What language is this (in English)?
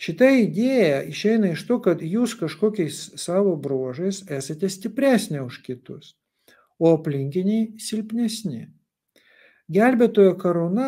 Lithuanian